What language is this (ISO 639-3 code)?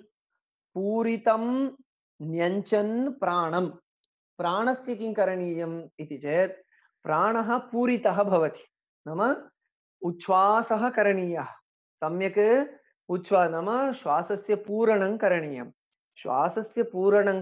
san